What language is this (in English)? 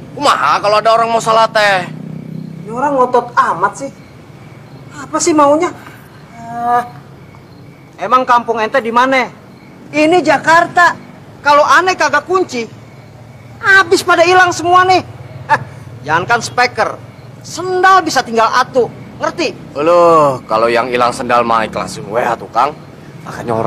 Indonesian